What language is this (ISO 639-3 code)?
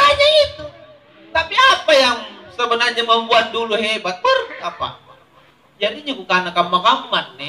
mak